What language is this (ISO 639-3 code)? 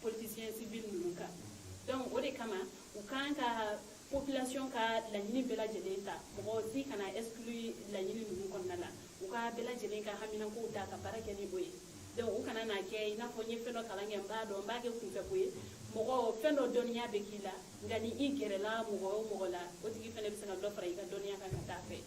bam